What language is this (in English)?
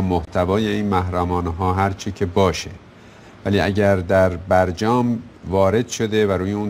Persian